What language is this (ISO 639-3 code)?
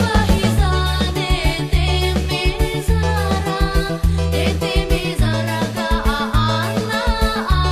nia